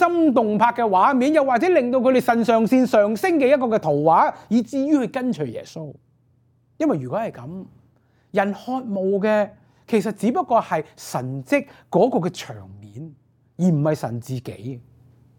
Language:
Cantonese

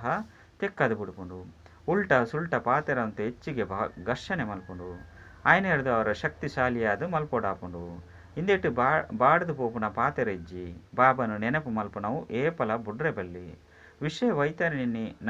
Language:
Tulu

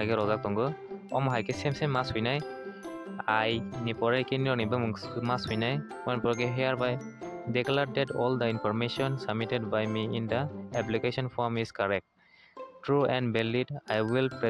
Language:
Kok Borok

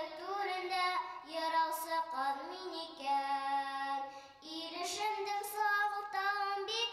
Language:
Bashkir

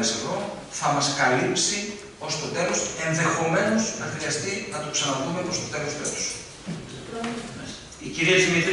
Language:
Greek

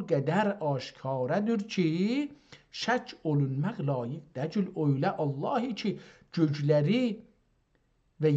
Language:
South Azerbaijani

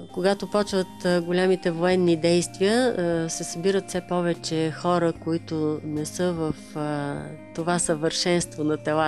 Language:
Bulgarian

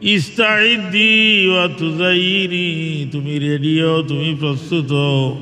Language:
Sylheti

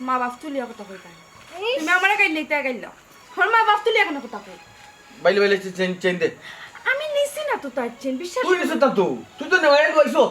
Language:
Sylheti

